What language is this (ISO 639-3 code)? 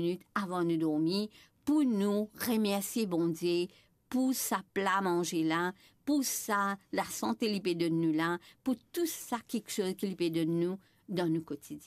mfe